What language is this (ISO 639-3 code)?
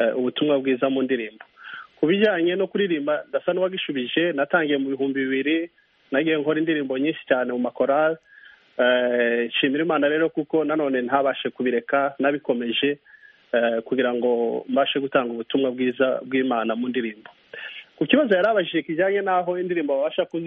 kin